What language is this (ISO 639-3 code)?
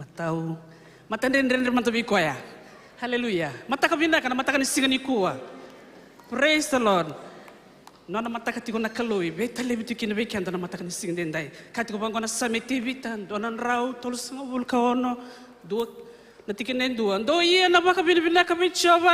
fij